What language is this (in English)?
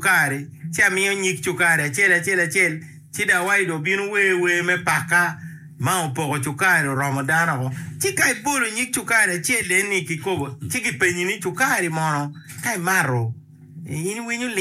Acoli